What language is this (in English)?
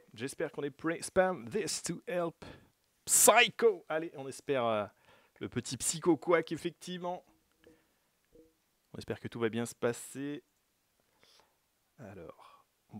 French